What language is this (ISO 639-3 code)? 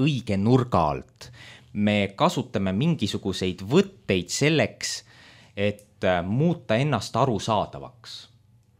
est